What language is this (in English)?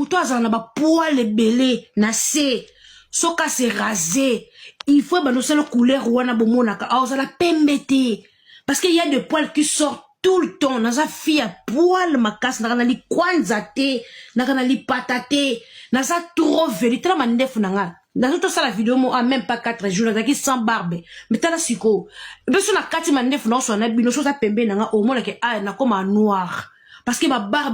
Lingala